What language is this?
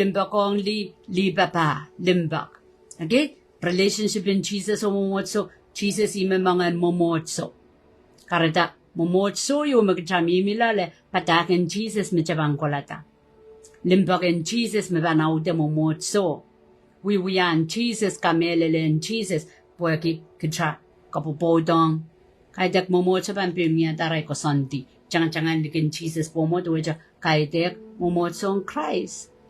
Pohnpeian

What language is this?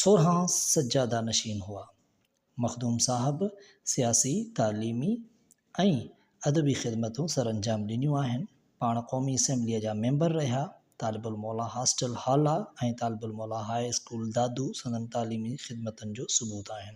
Sindhi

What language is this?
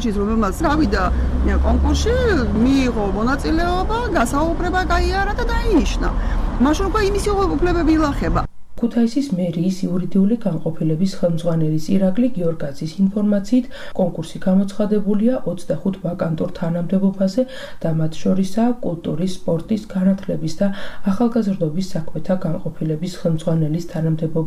Georgian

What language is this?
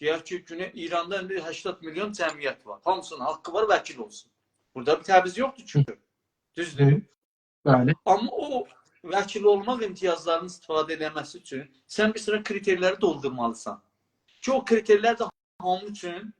South Azerbaijani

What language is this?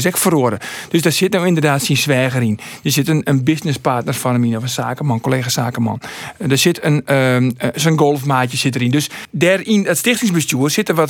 Western Frisian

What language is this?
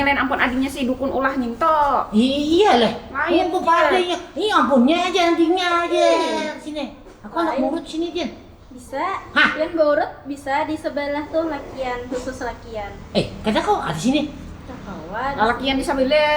Banjar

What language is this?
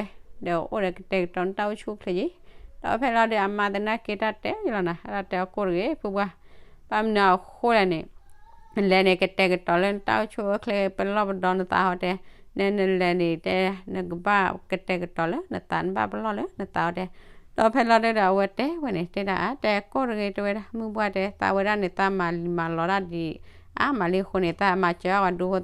S'gaw Karen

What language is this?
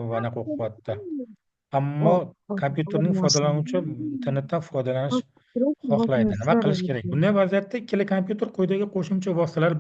Uzbek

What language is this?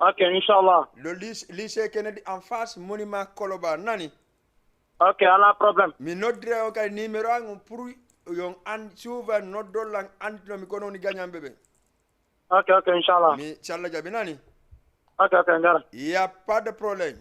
Fula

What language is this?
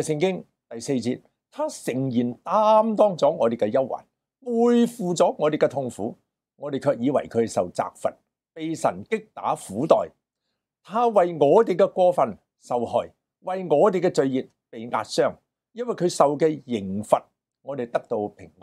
Cantonese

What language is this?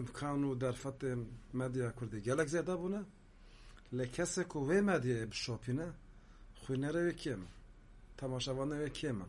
Kurdish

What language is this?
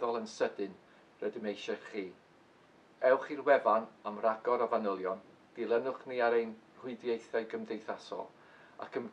Welsh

